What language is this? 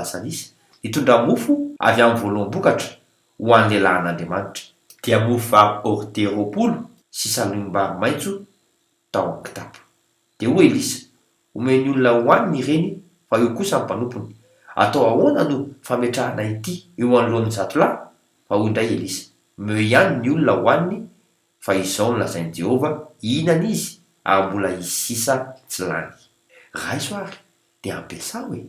Malagasy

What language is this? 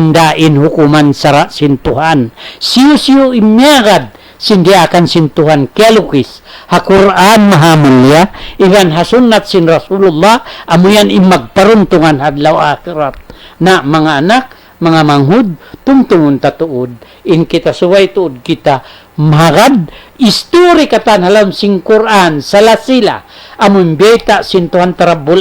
Tausug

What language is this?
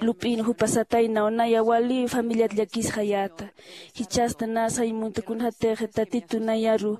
Aymara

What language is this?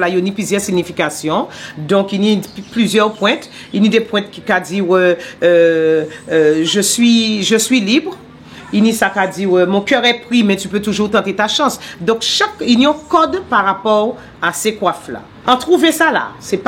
Guadeloupean Creole French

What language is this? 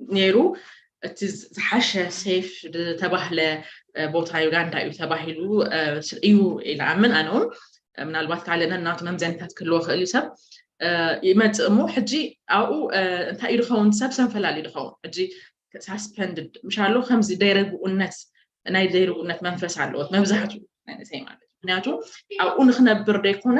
Tigrinya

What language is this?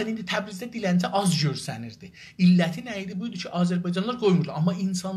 South Azerbaijani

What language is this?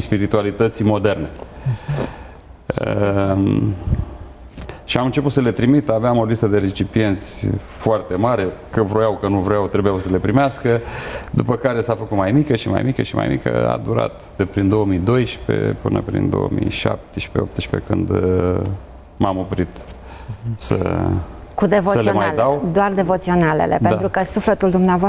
Romanian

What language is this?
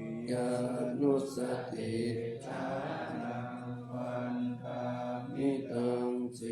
Pali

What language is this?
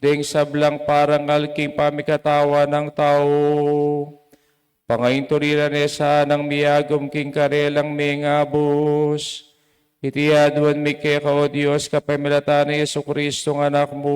Pampanga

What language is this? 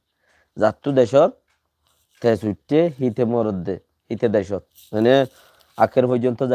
Rohingya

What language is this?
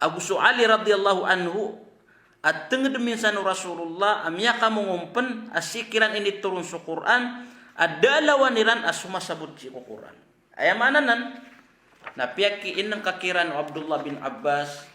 Maranao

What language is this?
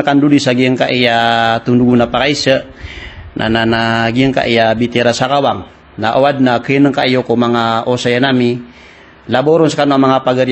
Maranao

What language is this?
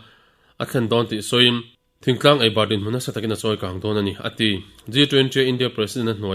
Mizo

